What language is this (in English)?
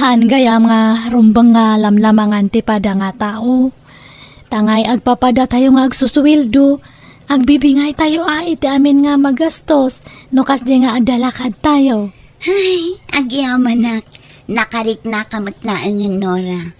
Iloko